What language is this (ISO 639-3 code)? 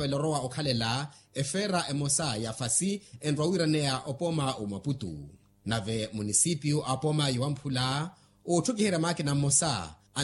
vmw